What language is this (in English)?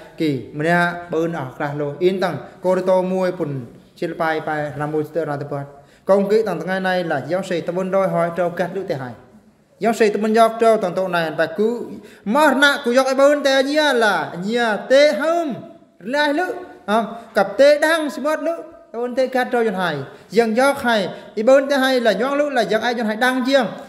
Eastern Bru